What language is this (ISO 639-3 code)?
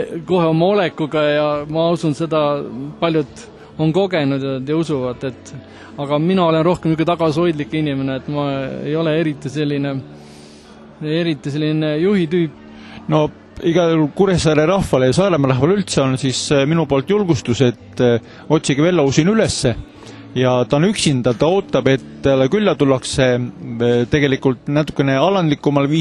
est